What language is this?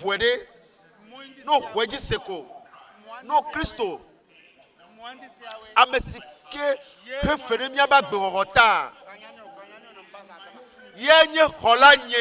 Ewe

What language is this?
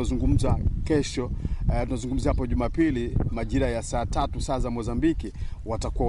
Swahili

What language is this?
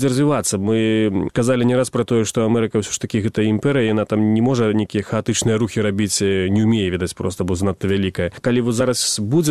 Belarusian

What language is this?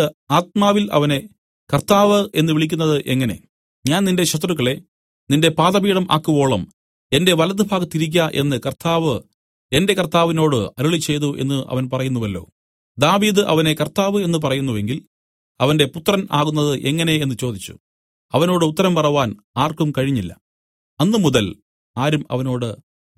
Malayalam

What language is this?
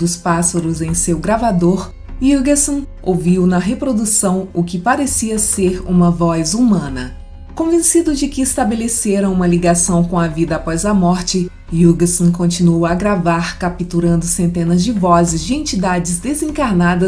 Portuguese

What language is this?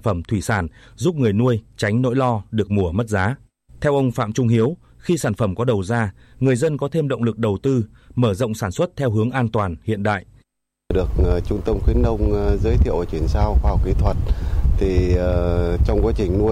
Vietnamese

